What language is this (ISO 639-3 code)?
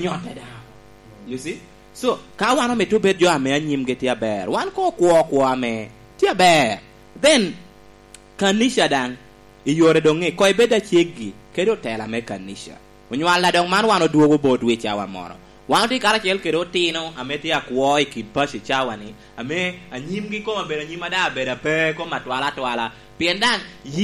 laj